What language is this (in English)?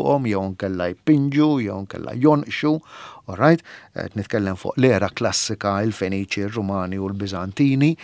Maltese